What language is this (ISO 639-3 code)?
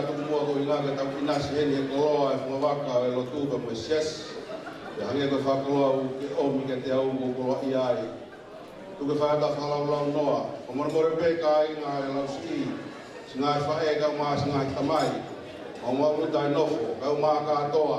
ton